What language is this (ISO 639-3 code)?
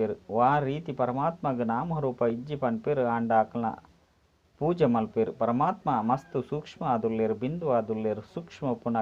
tcy